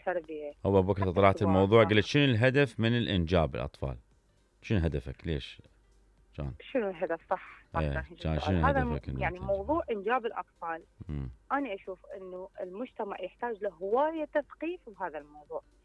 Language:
Mesopotamian Arabic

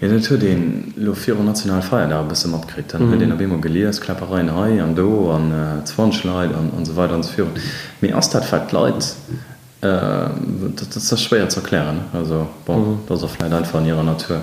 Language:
Luxembourgish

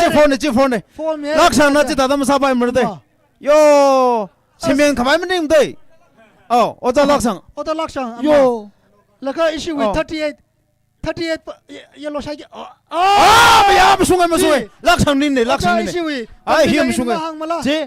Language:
Tangkhul Naga (India)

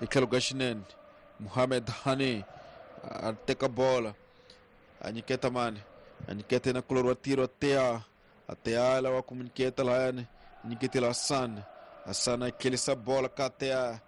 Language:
Tsonga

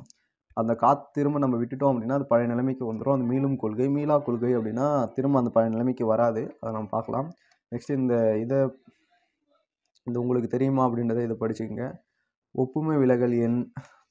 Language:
Tamil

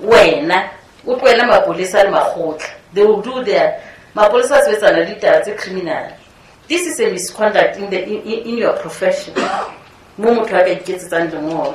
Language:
Southern Sotho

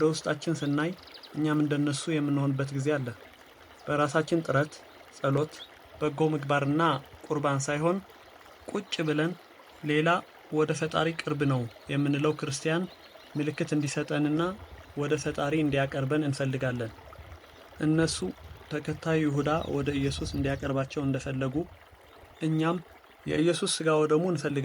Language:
Amharic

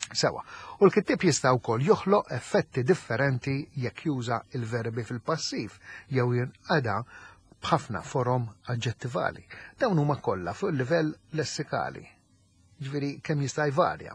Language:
Maltese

